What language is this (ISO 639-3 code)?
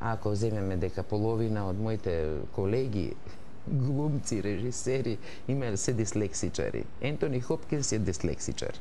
mkd